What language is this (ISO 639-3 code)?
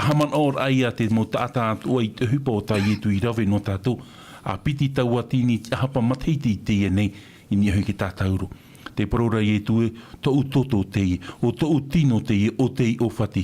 tah